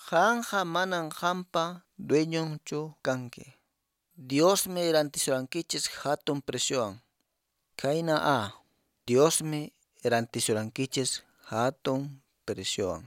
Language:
Quechua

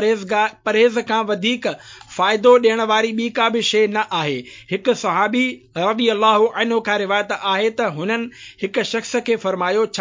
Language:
Sindhi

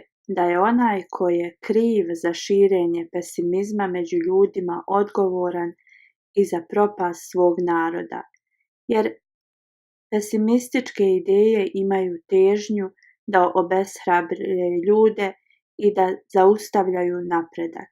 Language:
Bosnian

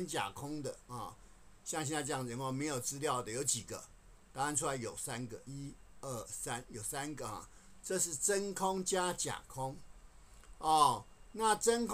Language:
Chinese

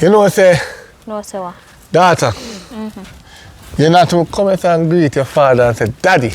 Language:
Jamaican Creole English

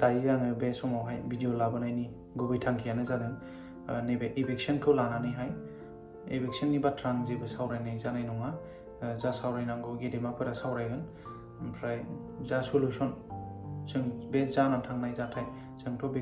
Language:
Bodo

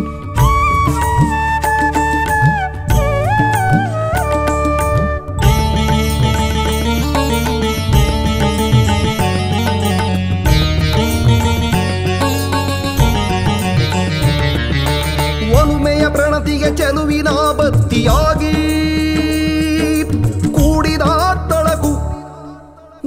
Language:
Kannada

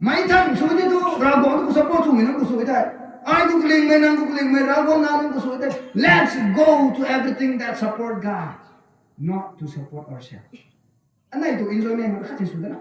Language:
Rongmei Naga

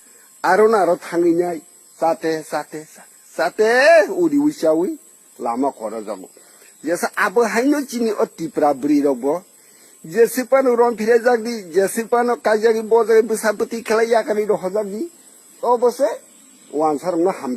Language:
Kok Borok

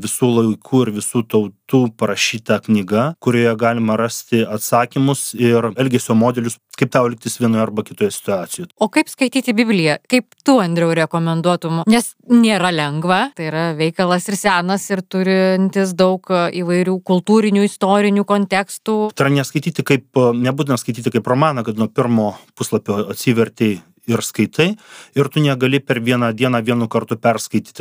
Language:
Lithuanian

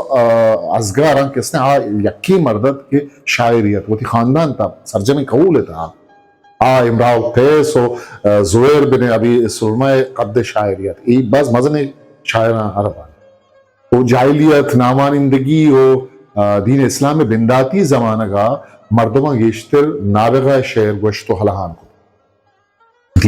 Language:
Eastern Balochi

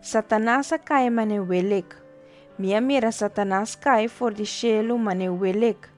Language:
Papiamento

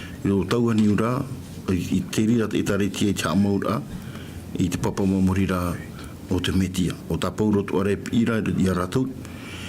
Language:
Tahitian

